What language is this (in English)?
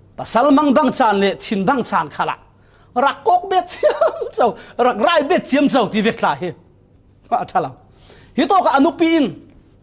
Falam Chin